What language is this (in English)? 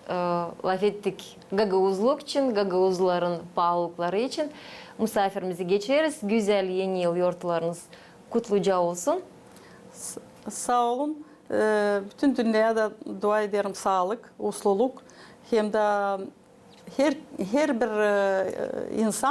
Gagauz